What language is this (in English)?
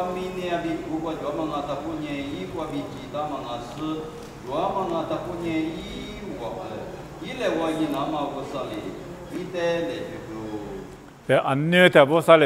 Lisu